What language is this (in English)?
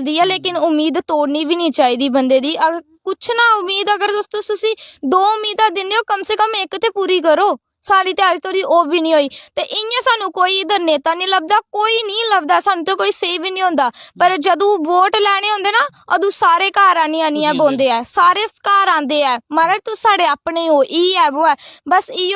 Dogri